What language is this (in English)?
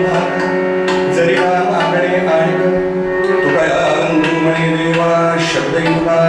Marathi